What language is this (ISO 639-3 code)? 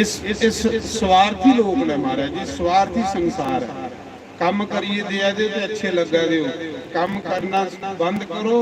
doi